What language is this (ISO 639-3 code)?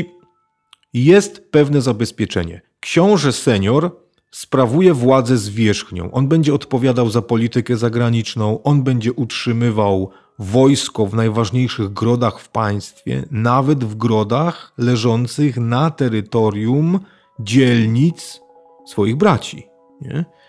pol